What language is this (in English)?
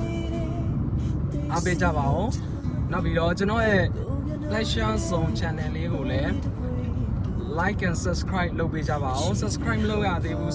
Burmese